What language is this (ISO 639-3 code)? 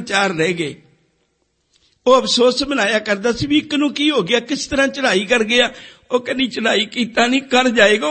pan